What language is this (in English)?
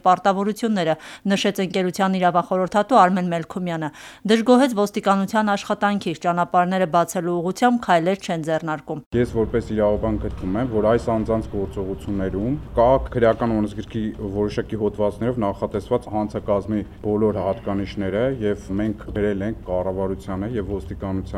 Armenian